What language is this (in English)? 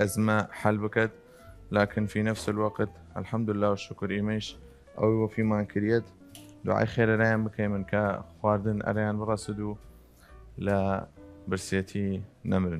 Southern Kurdish